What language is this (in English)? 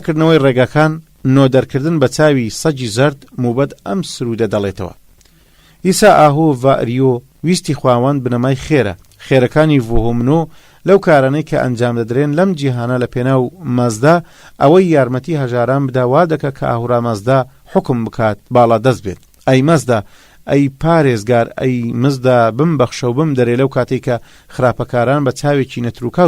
Central Kurdish